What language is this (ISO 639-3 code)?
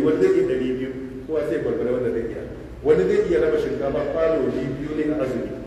hau